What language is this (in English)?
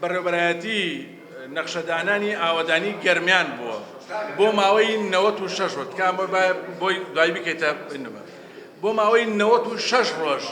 Central Kurdish